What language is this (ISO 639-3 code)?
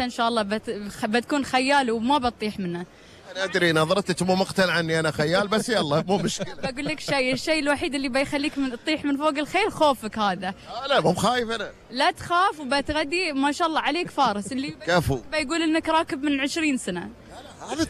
afb